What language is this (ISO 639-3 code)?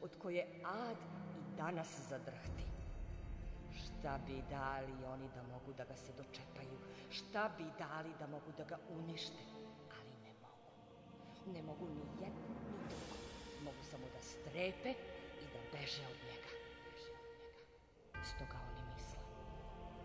srp